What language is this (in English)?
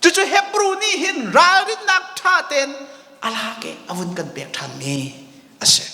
Hakha Chin